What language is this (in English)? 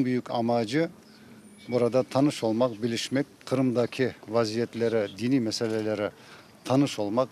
Crimean Tatar